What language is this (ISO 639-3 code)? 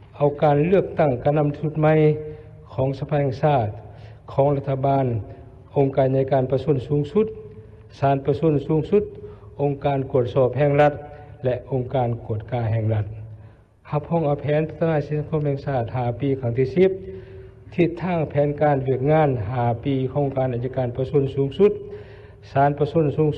lao